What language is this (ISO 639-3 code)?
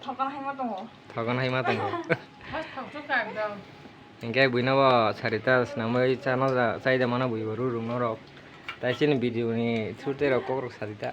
trp